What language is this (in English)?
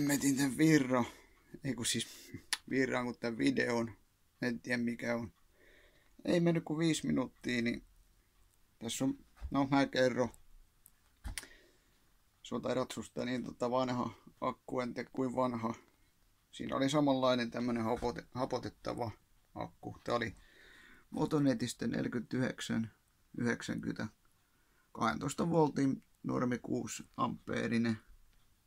Finnish